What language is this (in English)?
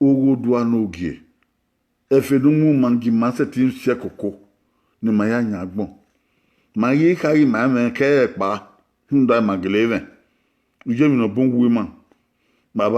Bini